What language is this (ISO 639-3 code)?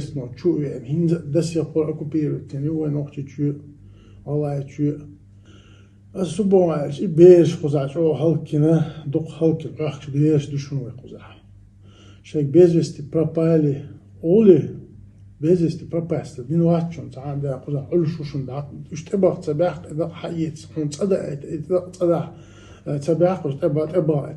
che